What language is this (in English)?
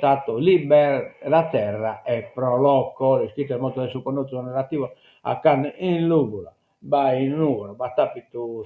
Sardinian